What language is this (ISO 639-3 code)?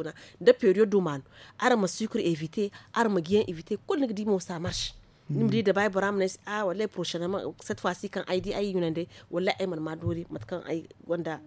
dje